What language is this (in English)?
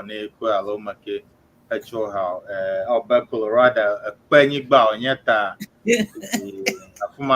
Ewe